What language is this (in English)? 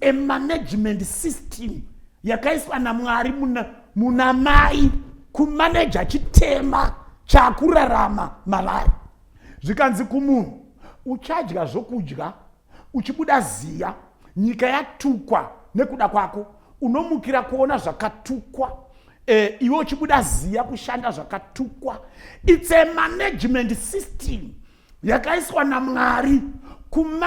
Shona